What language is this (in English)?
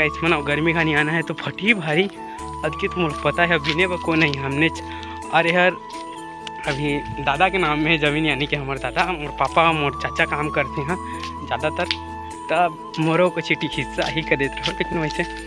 Chhattisgarhi